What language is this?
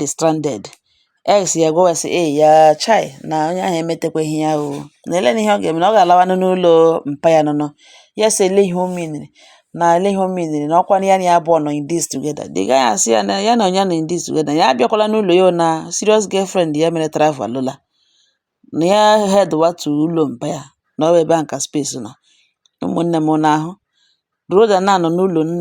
Igbo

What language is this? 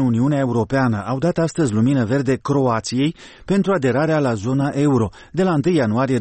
Romanian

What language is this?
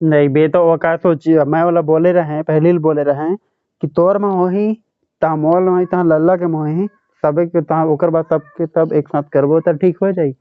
Chhattisgarhi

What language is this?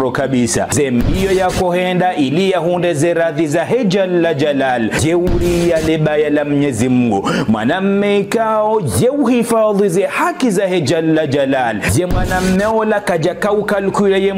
Ngazidja Comorian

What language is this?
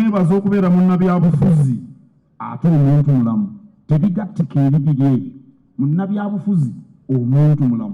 Ganda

